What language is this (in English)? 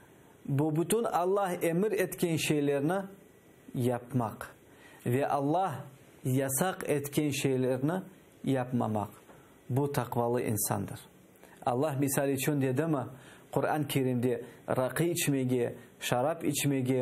Crimean Tatar